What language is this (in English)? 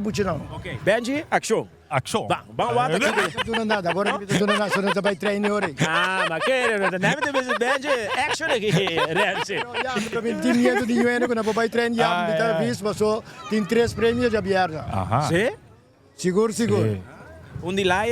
Papiamento